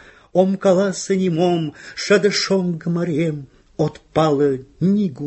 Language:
Mari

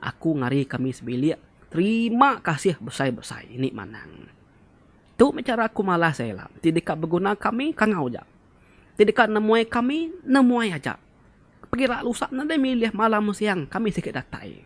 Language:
Iban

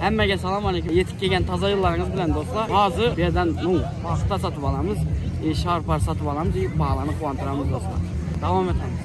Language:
Turkmen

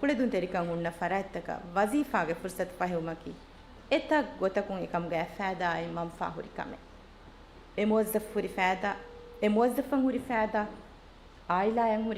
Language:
Divehi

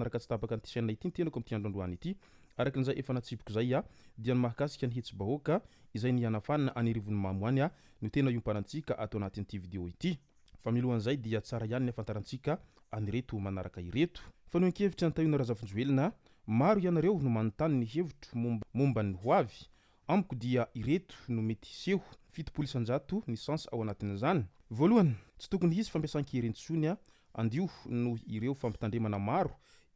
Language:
Malagasy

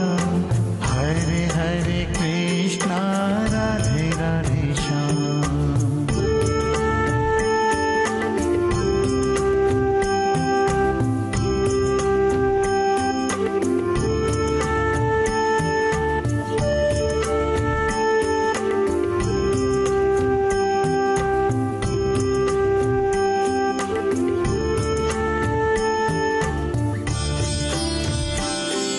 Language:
Kannada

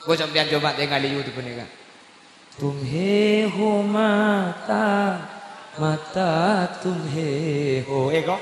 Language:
Madurese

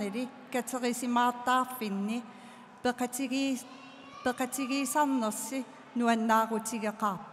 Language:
Kalaallisut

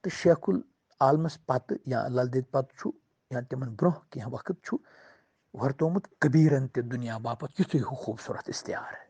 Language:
Kashmiri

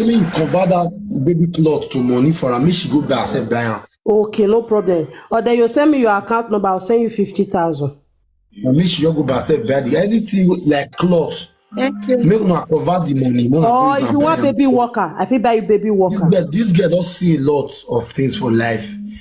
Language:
Nigerian Pidgin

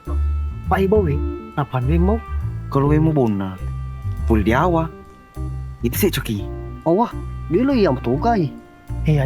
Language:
Buginese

